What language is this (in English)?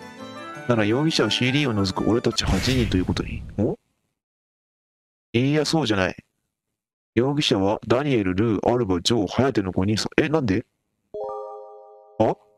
Japanese